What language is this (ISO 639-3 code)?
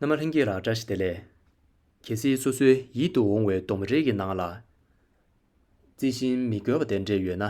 bod